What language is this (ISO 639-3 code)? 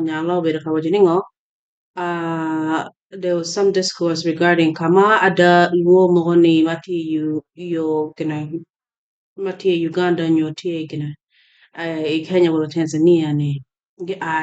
ach